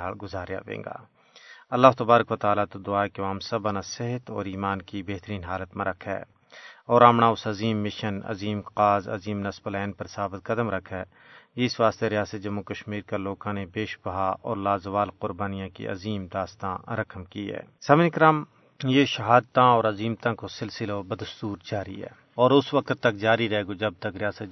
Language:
Gujari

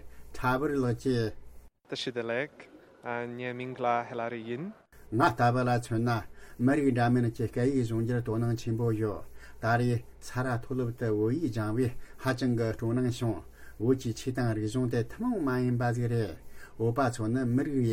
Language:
Tibetan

